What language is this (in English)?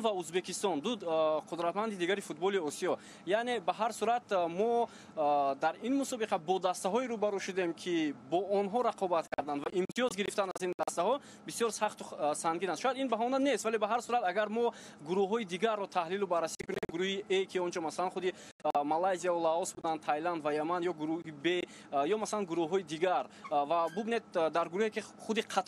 Tajik